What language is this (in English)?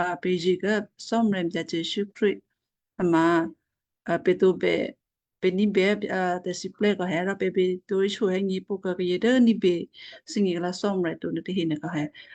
Western Kayah